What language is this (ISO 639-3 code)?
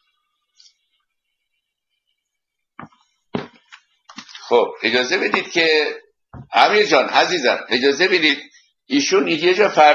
fas